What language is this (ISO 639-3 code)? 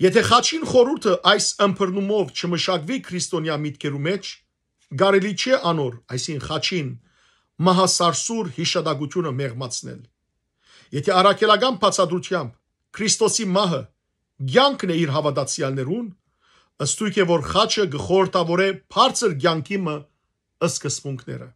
hyw